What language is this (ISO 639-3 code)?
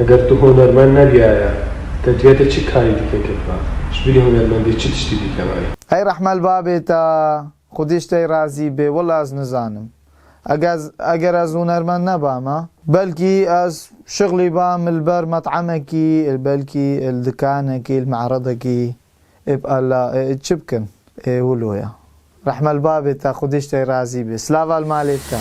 kur